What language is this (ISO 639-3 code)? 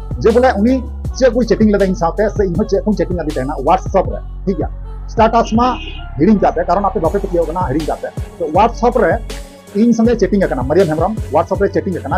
sat